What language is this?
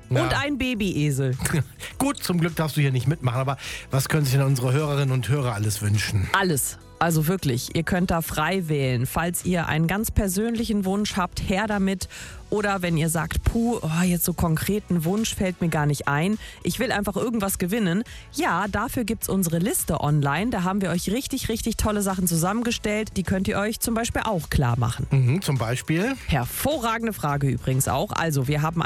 German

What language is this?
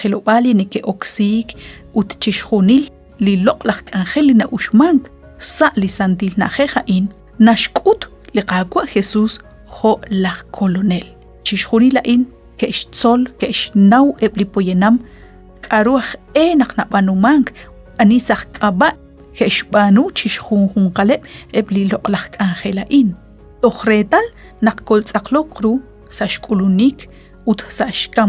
Kekchí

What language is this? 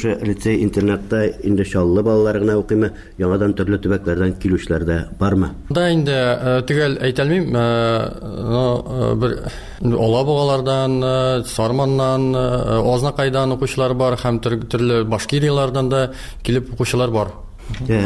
Tatar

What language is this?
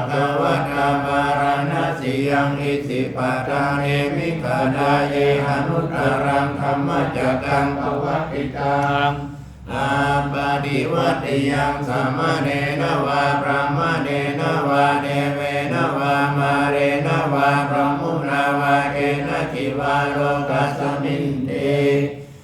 Pali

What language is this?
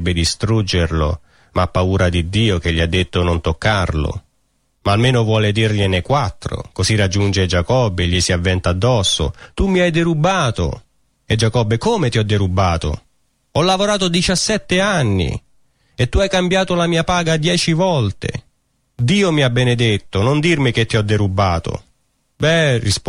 Italian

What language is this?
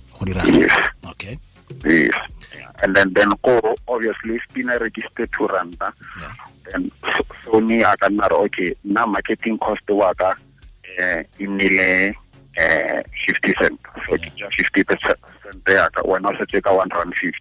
Tswana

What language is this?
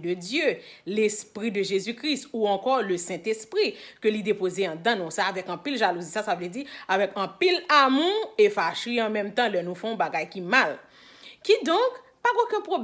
Haitian Creole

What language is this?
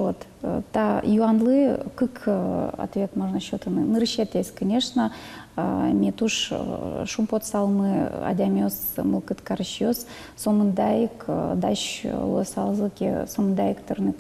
Udmurt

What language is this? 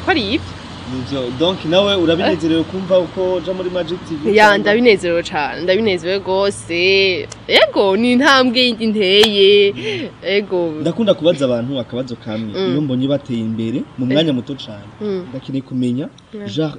Rundi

